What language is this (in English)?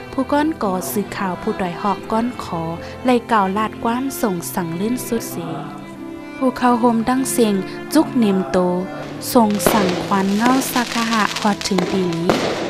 Shan